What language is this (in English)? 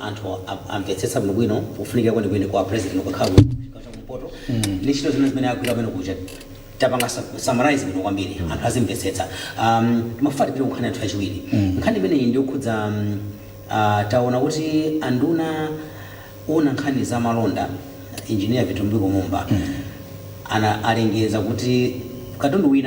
Nyanja